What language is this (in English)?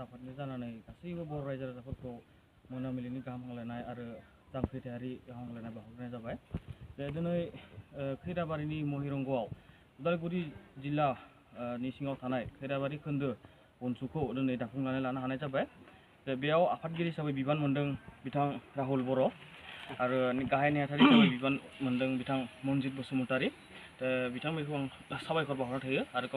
Bodo